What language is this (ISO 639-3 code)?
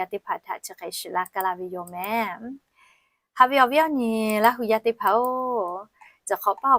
lhu